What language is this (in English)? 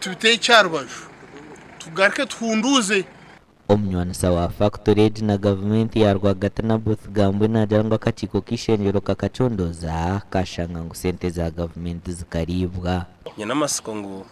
Nyankole